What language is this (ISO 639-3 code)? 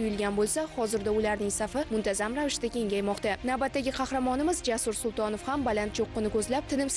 uzb